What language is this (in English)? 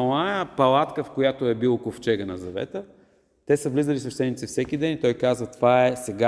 Bulgarian